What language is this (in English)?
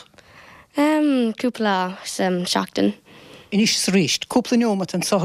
Irish